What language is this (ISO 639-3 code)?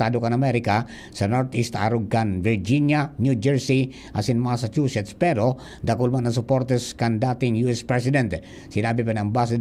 bik